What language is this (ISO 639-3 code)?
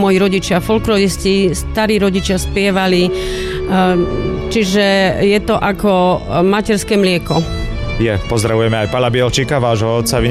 slk